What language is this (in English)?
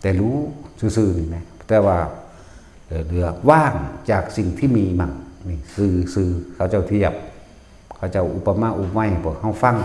Northeastern Thai